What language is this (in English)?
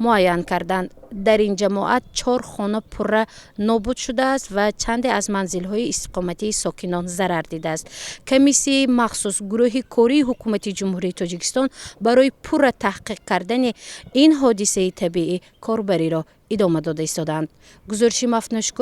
Tajik